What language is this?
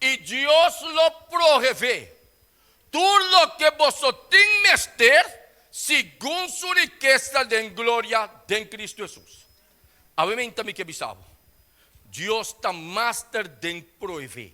Papiamento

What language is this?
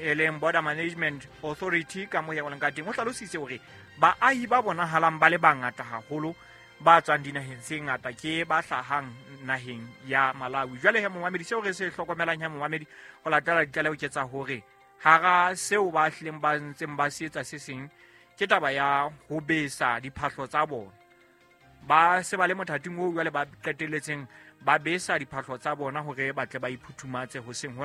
Southern Sotho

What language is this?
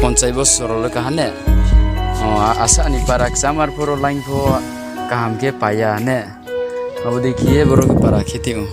Riang (India)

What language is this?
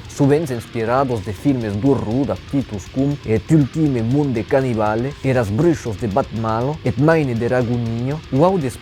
Occitan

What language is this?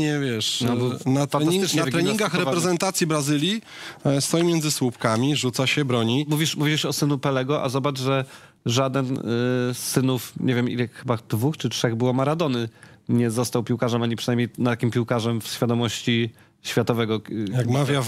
Polish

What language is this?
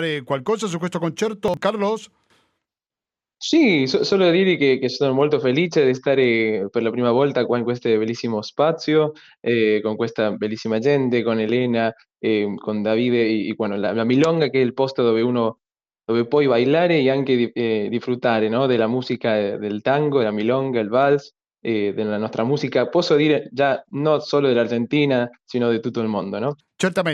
Italian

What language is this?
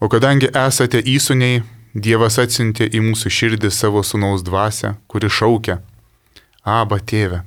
Lithuanian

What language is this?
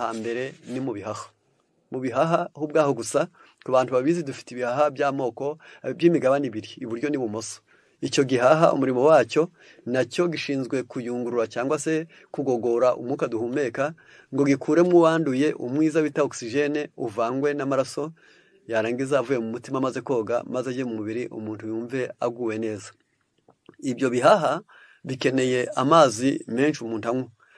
Kinyarwanda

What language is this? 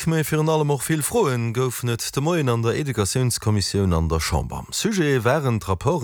Luxembourgish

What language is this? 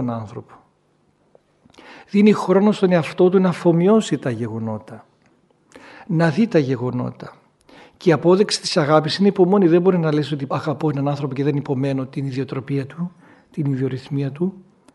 Greek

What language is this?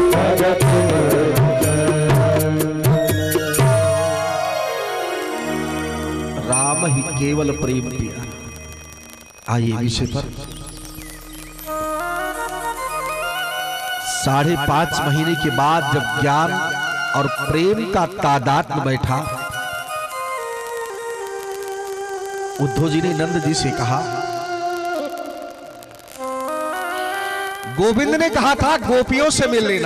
Hindi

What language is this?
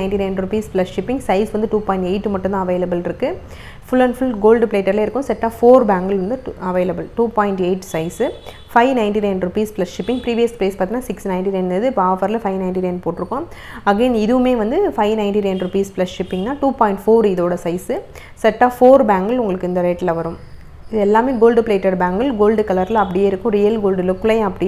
Tamil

